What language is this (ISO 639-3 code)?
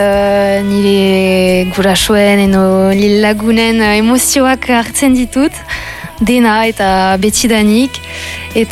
eus